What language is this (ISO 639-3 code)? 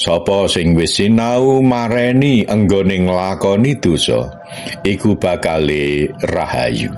jav